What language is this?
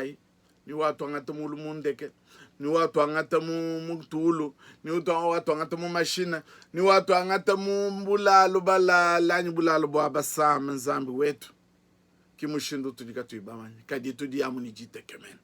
Luba-Lulua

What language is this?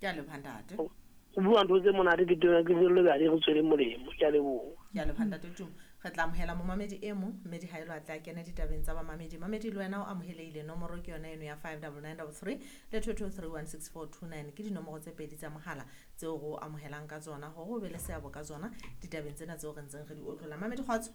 Southern Sotho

